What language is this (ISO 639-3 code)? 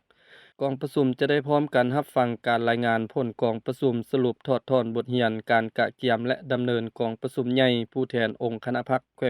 lao